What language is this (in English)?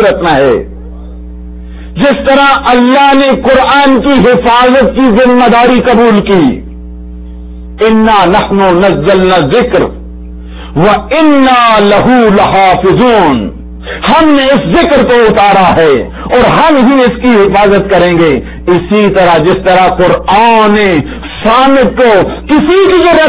Urdu